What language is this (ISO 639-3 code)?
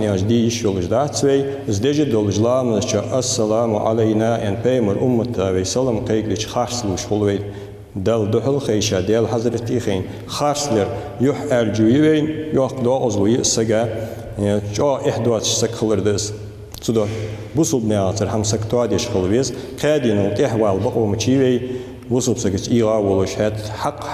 inh